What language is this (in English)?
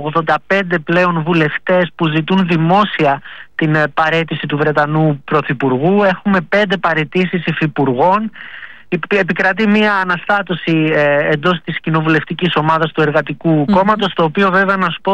Greek